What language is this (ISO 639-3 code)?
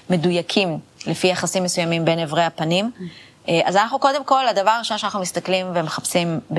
heb